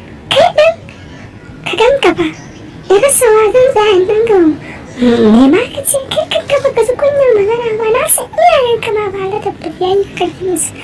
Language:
Hausa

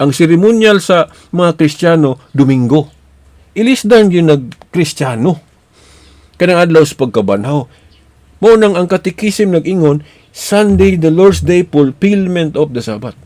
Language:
Cebuano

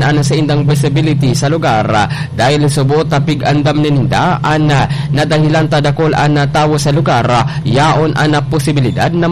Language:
Bikol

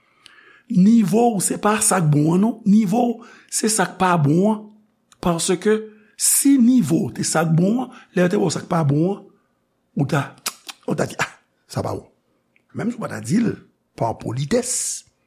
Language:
Haitian Creole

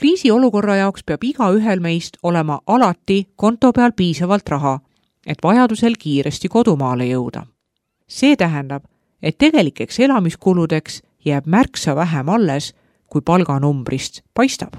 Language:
Estonian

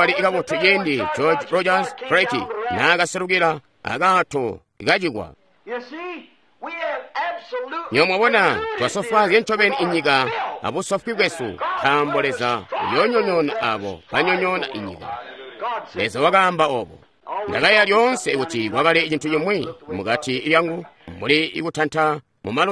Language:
Tonga (Zambia)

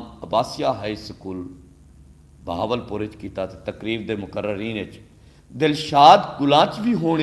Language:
Saraiki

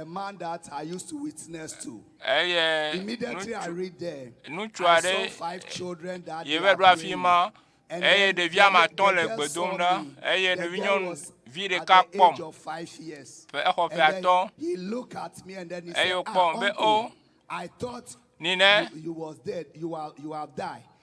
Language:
Ewe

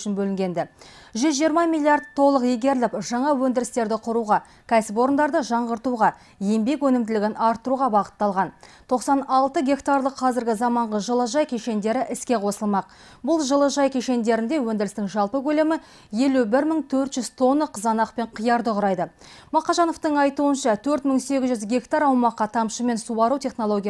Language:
Kazakh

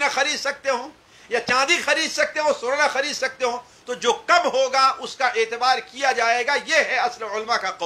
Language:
Urdu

